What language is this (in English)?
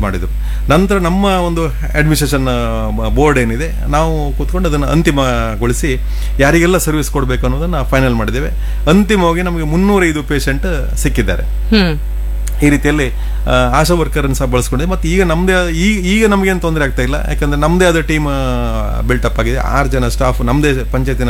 Kannada